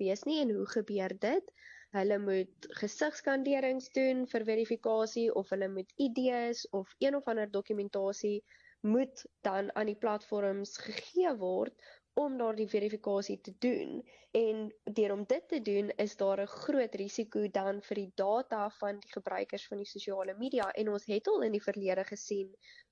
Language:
Afrikaans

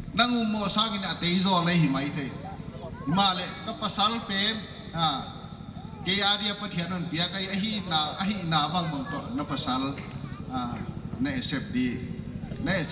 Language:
Paite Chin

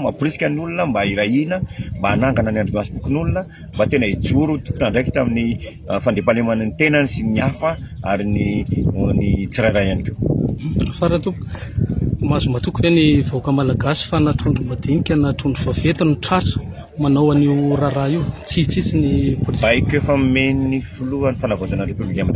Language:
Malagasy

